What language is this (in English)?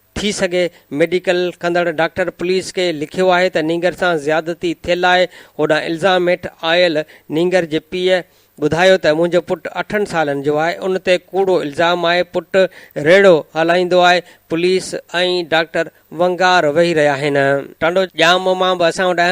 Sindhi